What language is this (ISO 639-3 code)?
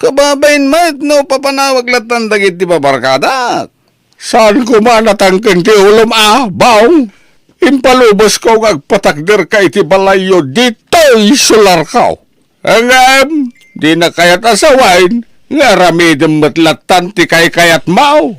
ilo